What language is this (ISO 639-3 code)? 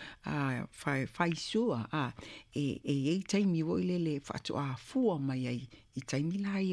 smo